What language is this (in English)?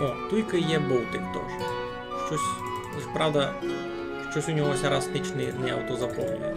Rusyn